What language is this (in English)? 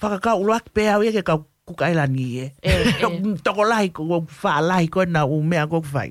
Tongan